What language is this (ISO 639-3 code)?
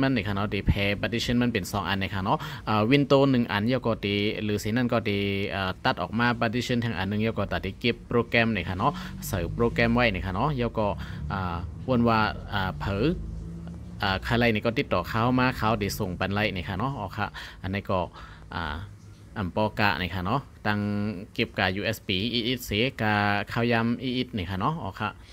shn